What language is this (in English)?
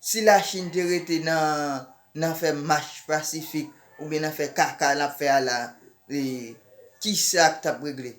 Haitian Creole